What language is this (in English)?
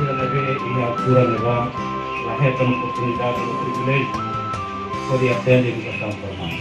Tetum